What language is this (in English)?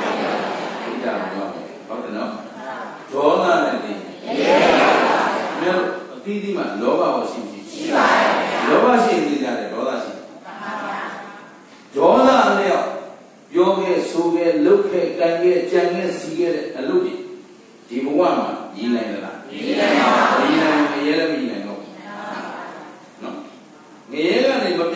Burmese